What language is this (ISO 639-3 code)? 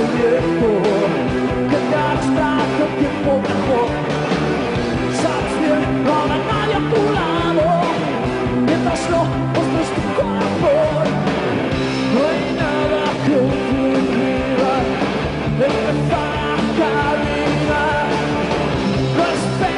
spa